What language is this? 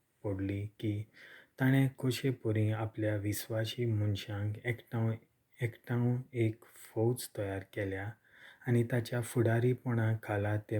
Konkani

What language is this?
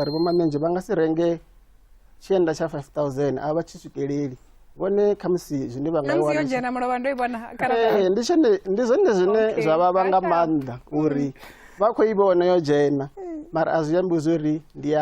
Venda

